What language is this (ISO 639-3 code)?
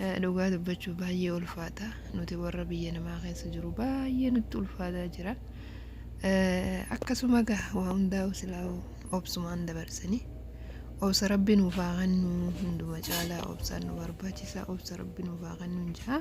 orm